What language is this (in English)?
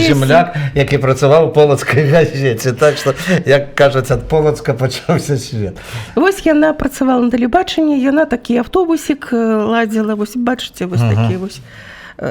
Belarusian